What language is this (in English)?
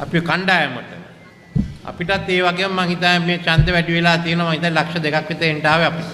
Sinhala